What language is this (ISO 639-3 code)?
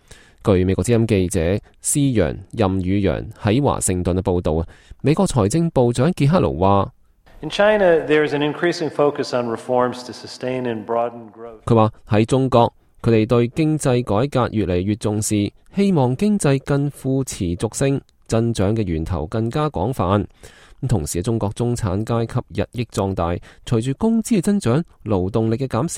yue